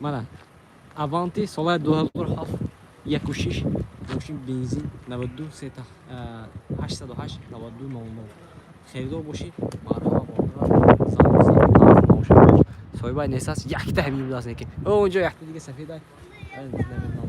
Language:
Tajik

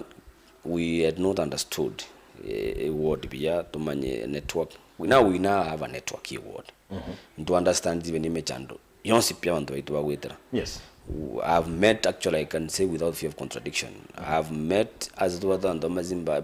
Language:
Gusii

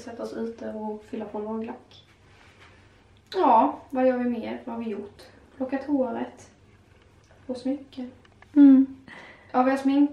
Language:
Swedish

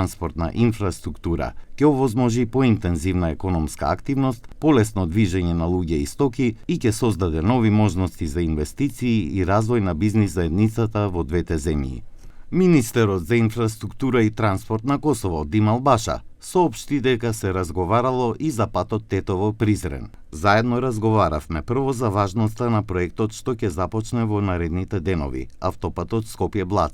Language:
Macedonian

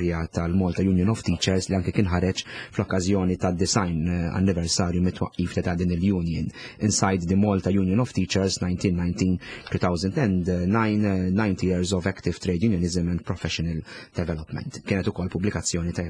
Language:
Maltese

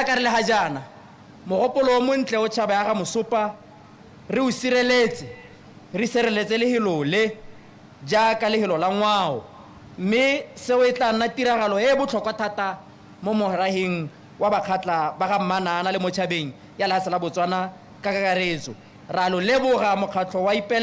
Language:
Tswana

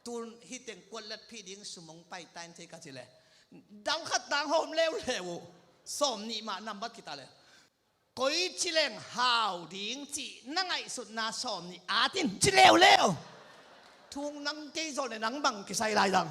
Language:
Tedim Chin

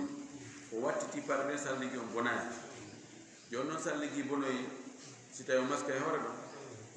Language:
Fula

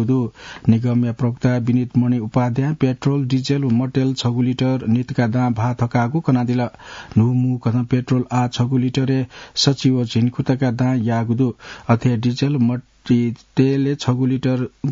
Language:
Newari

